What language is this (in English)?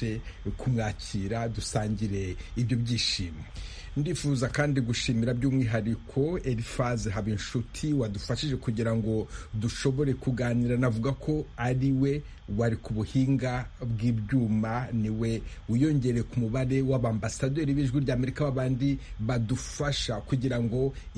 Kinyarwanda